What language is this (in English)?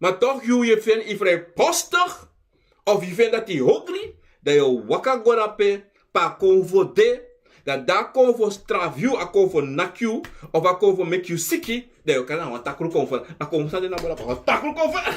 Sranan Tongo